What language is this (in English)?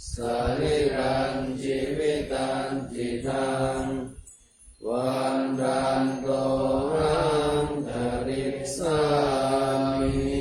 Pali